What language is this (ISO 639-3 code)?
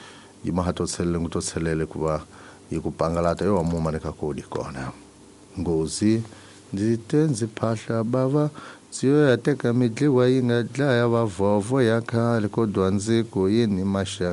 tso